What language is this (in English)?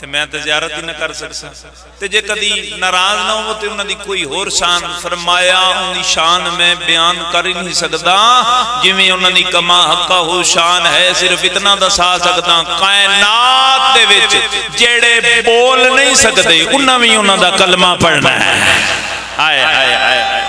Pahari-Potwari